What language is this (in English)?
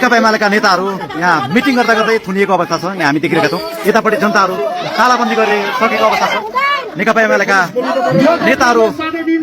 Nepali